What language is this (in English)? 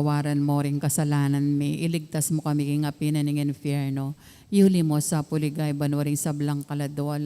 Pampanga